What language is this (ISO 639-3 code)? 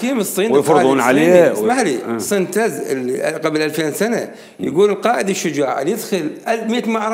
acm